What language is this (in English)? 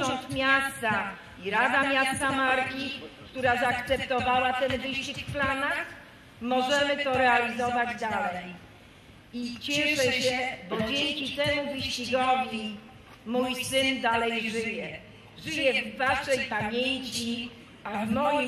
Polish